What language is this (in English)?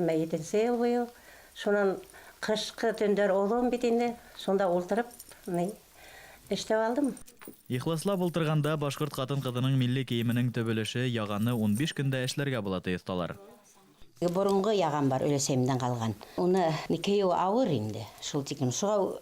Bashkir